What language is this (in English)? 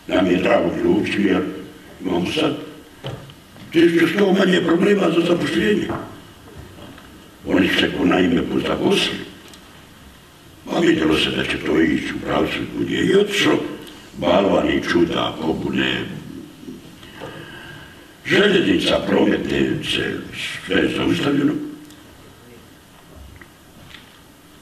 Croatian